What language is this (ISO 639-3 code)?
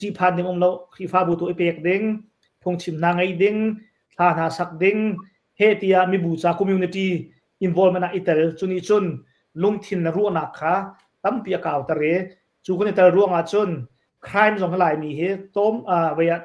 cnh